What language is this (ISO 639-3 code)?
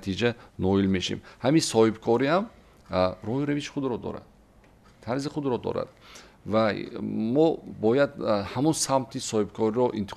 tgk